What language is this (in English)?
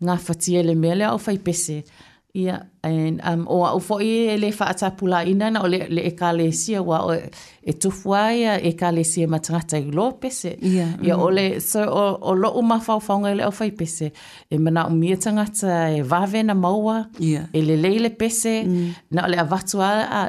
Samoan